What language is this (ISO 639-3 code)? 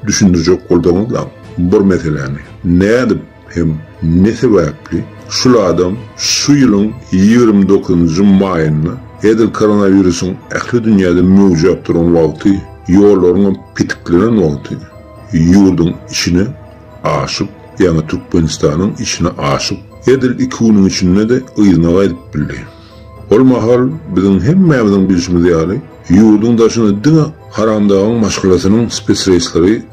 tuk